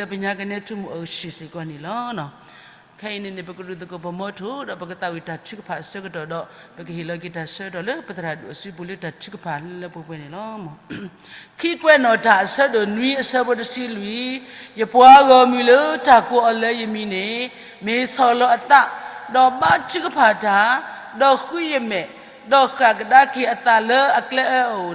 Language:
S'gaw Karen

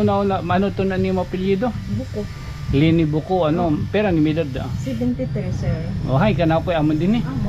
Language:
Waray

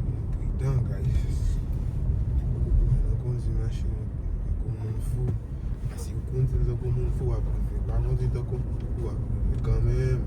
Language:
Haitian Creole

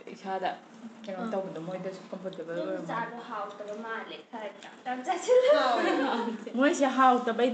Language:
Manipuri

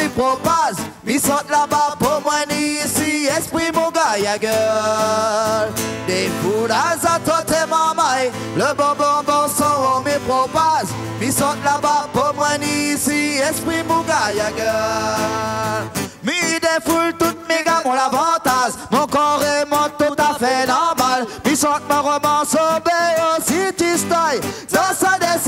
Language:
Réunion Creole French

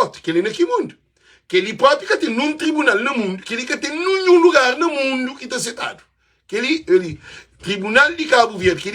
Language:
Kabuverdianu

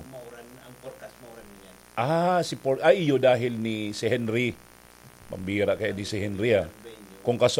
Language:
Bikol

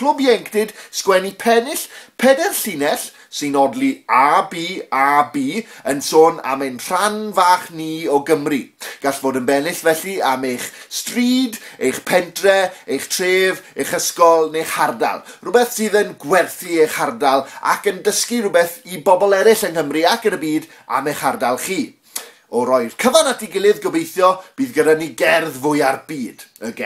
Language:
Welsh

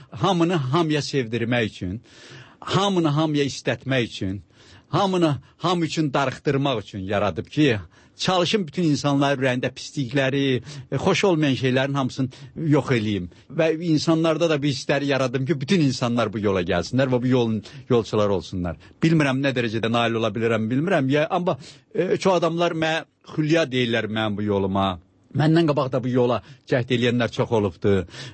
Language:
Azerbaijani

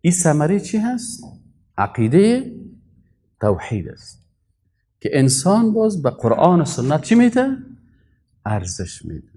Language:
Persian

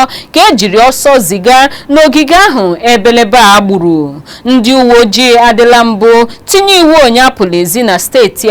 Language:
Igbo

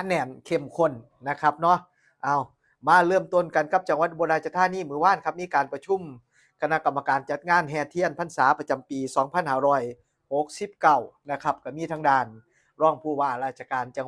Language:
Northeastern Thai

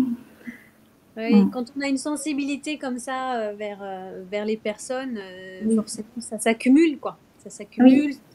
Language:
French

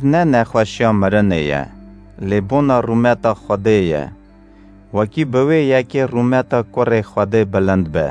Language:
Kurdish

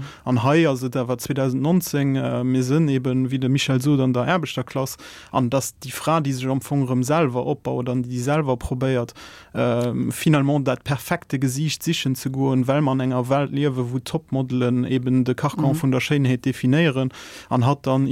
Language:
Luxembourgish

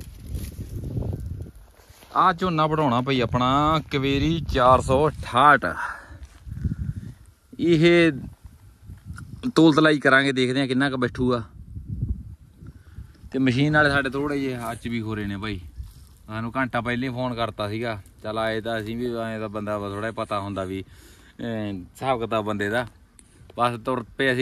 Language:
Punjabi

